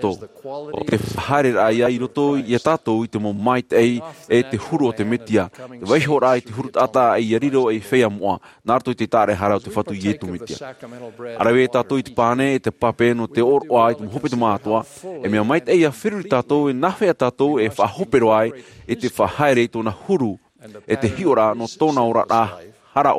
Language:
Tahitian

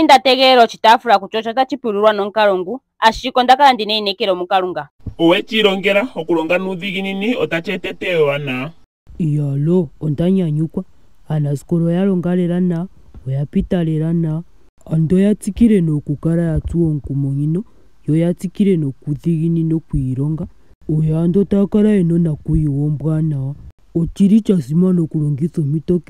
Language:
Ndonga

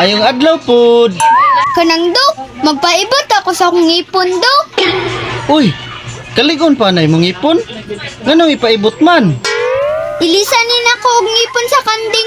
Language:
Cebuano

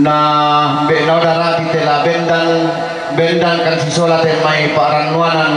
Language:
Toraja-Sa'dan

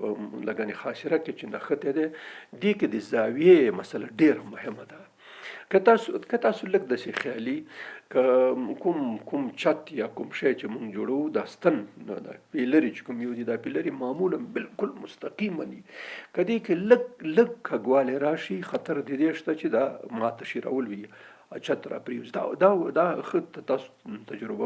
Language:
Pashto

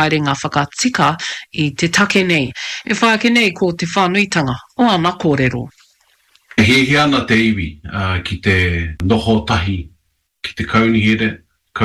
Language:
Māori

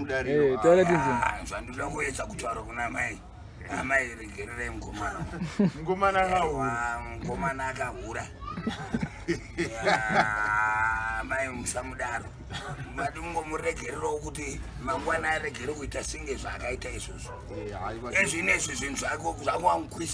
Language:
Shona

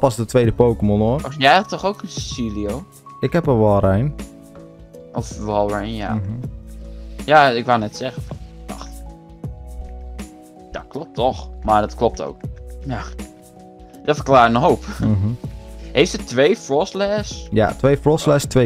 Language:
Dutch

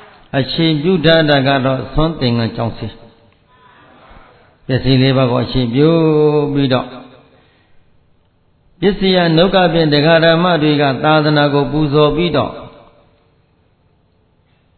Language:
Burmese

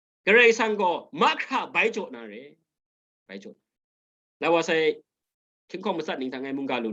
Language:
Kachin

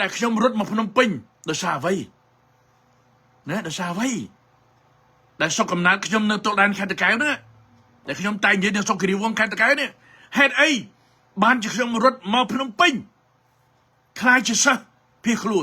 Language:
Khmer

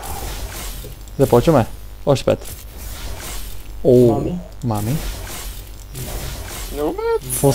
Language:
Bulgarian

